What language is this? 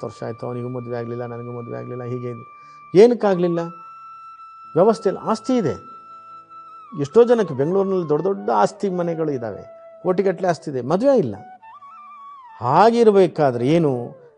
Kannada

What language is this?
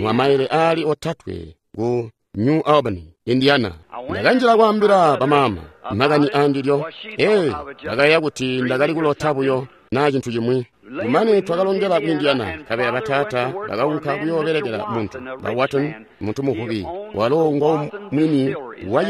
Tonga (Zambia)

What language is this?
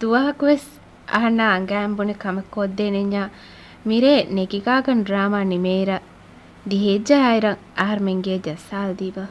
Divehi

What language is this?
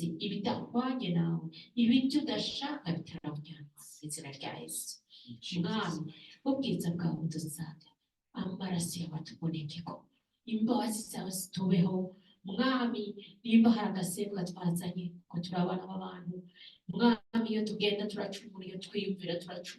Rundi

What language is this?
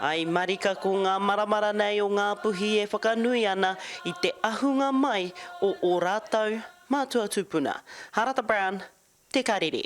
Māori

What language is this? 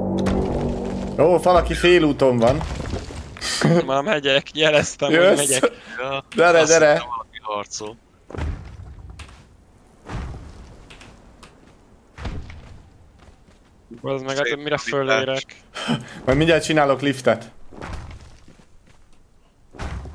Hungarian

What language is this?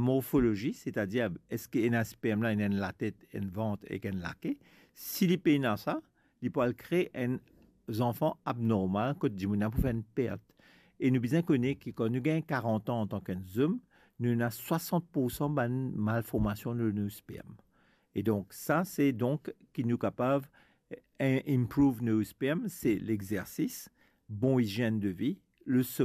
Morisyen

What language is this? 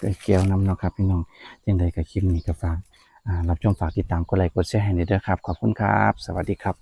Northeastern Thai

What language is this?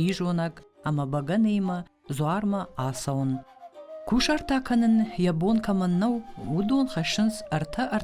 Ossetic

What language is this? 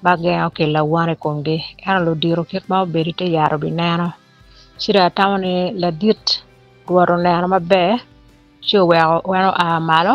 Acoli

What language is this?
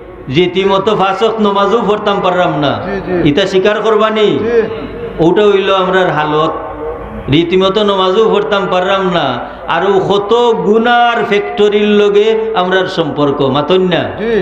Sylheti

